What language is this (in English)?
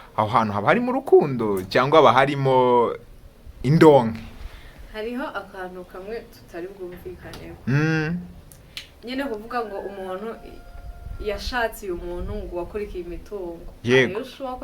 Kinyarwanda